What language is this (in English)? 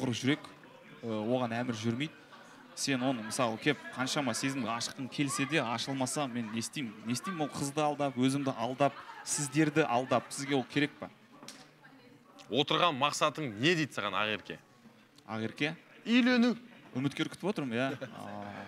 Kazakh